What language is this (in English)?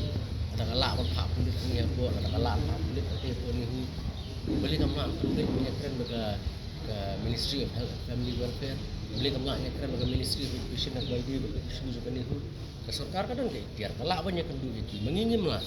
Khasi